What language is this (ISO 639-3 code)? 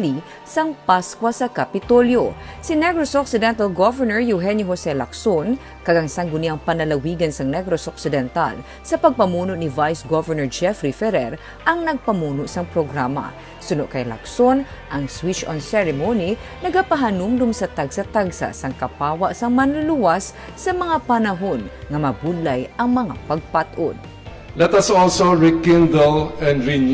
hil